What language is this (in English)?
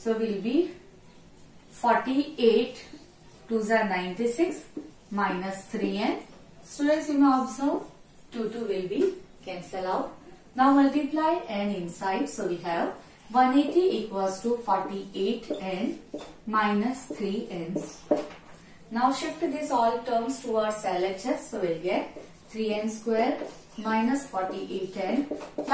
English